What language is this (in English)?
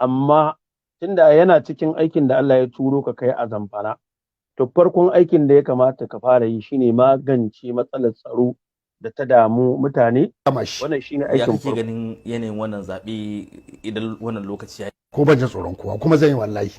Hausa